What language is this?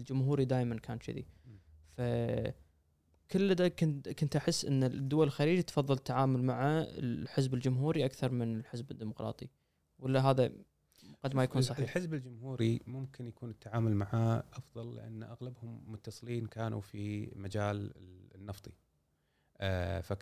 Gulf Arabic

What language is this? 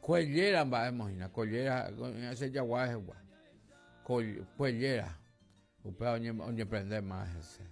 Guarani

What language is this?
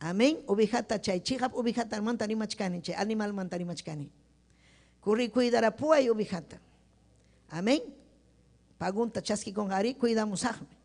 Ayacucho Quechua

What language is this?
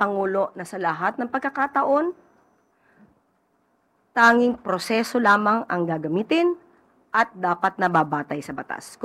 Filipino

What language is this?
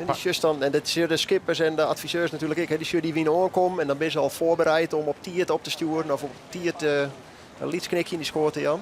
Western Frisian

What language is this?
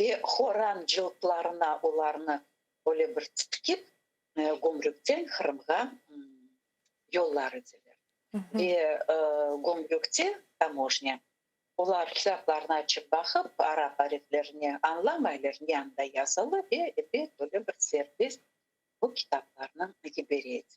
Crimean Tatar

